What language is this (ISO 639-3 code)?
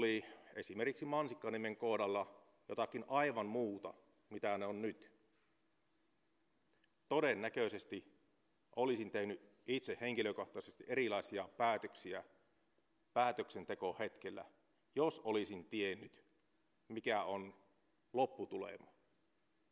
fin